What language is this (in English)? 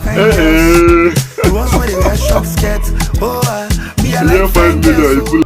Nigerian Pidgin